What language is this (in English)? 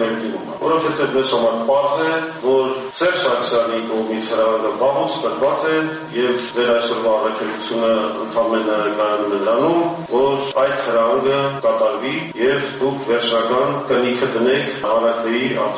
Armenian